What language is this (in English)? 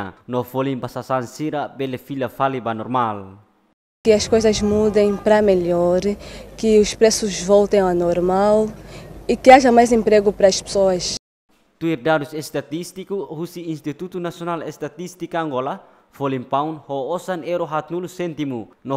Tetum